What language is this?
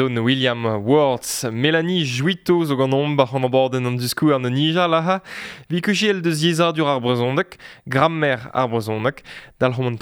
Breton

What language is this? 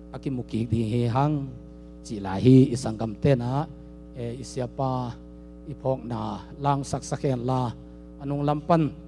Tedim Chin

